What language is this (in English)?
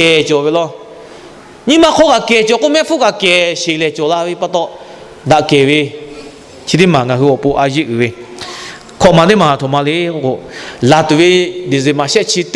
Lahu